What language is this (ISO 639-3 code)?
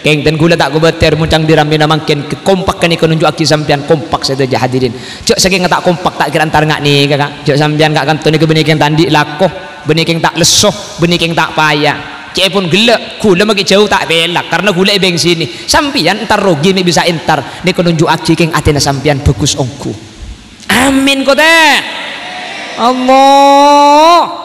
mad